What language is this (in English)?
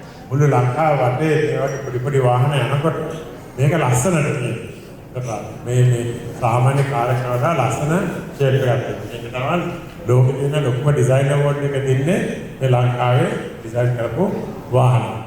Sinhala